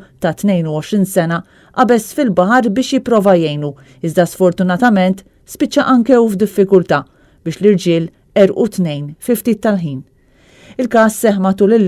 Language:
Maltese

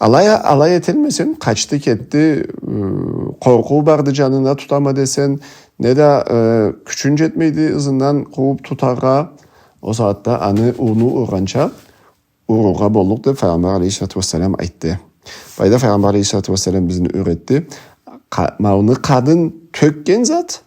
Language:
Karachay-Balkar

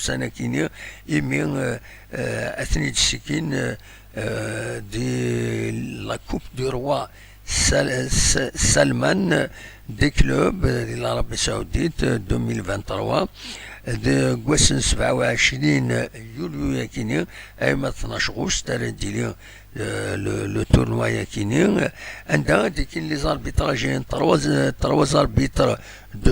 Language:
Kabyle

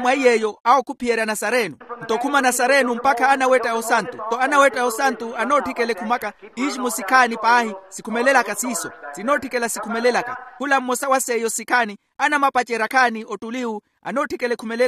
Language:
Makhuwa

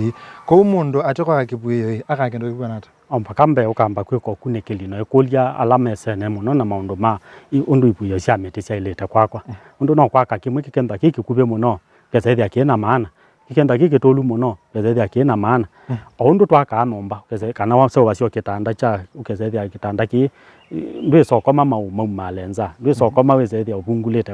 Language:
Kamba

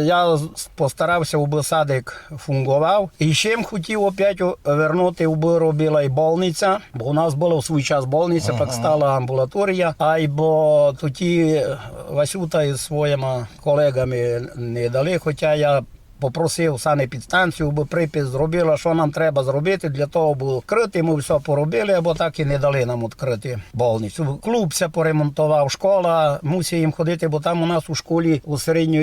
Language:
Rusyn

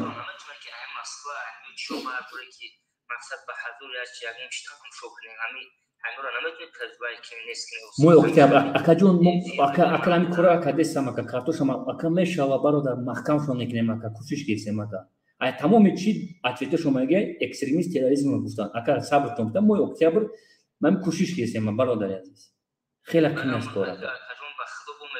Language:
Tajik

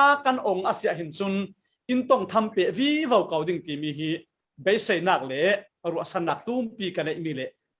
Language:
Falam Chin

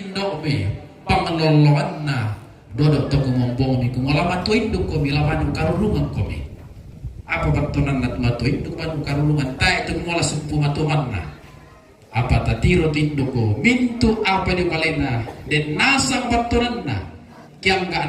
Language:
Toraja-Sa'dan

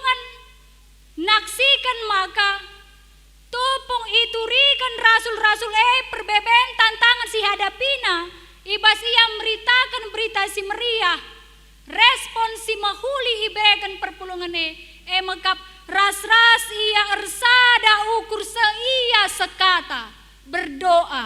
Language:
Batak Karo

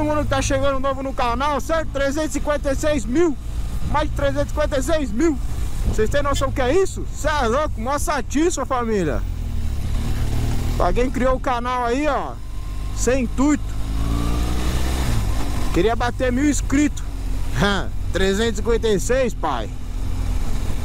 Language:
Portuguese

